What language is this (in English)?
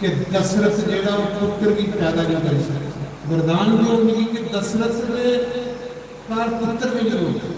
Dogri